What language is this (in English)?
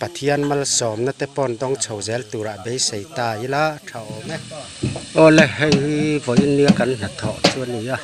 Mizo